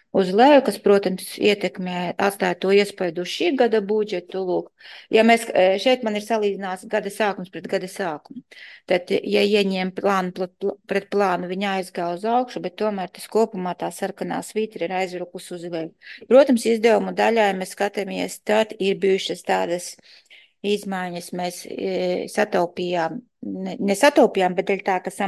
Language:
Latvian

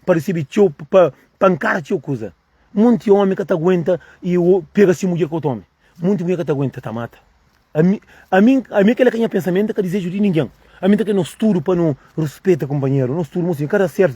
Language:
Kabuverdianu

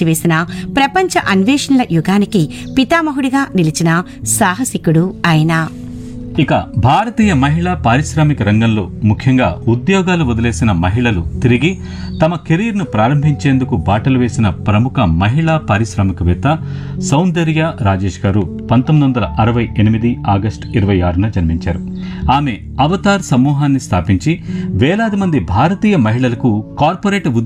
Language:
Telugu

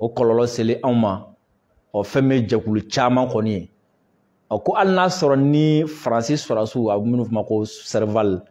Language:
Bambara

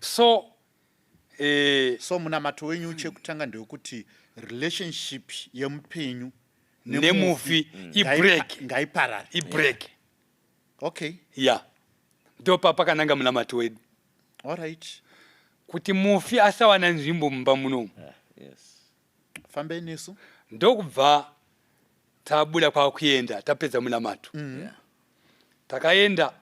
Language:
Shona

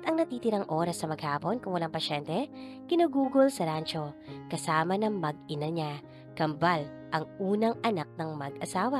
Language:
Filipino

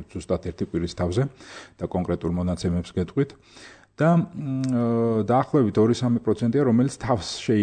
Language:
Georgian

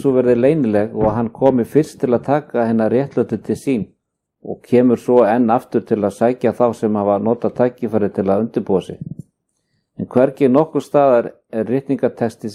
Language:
Icelandic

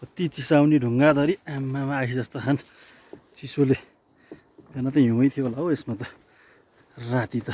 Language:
Nepali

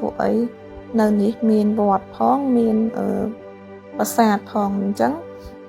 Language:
Khmer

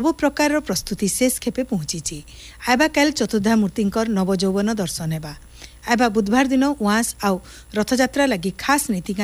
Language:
Odia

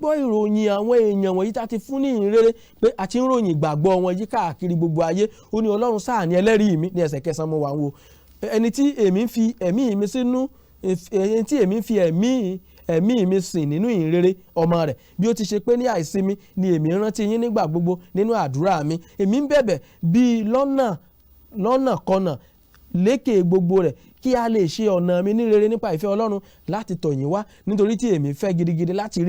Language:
Yoruba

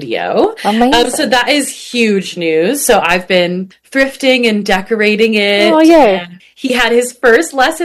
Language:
English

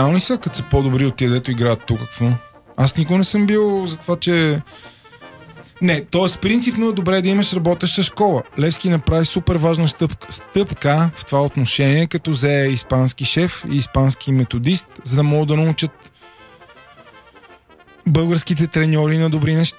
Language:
Bulgarian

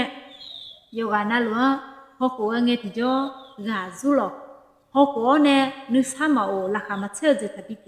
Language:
Akha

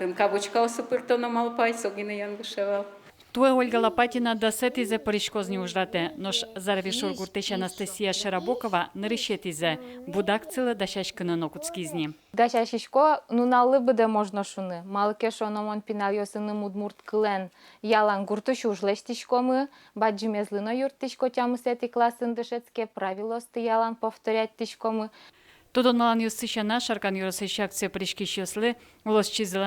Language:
Udmurt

